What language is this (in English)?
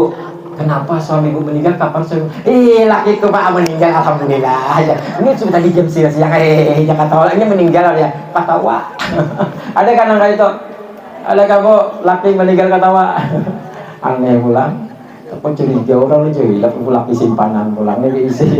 Banjar